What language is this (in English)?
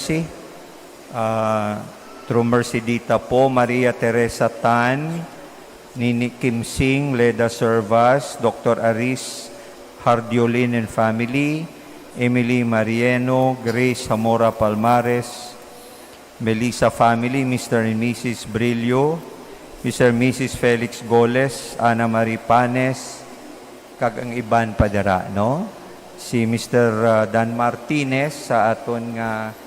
Hiligaynon